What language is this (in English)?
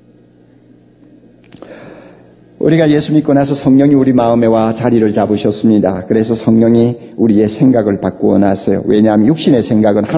Korean